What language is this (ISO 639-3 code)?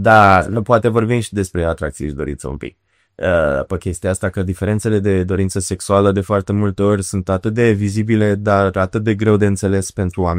ron